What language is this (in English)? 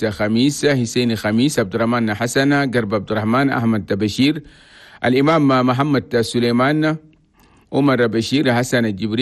Chadian Arabic